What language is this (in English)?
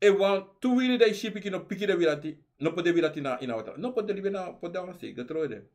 Sranan Tongo